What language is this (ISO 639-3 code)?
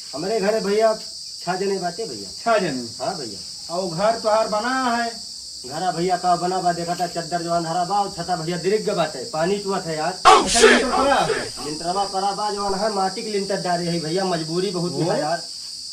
awa